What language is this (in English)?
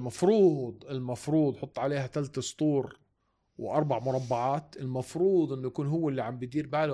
North Levantine Arabic